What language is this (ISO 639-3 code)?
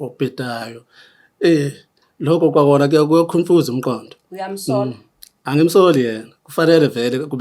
zul